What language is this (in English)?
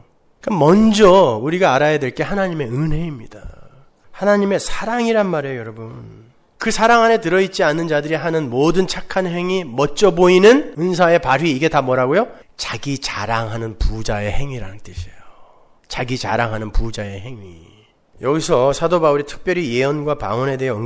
Korean